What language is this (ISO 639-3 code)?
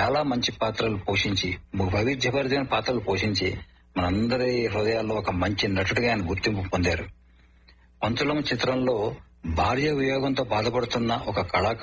tel